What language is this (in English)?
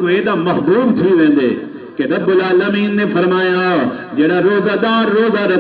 Saraiki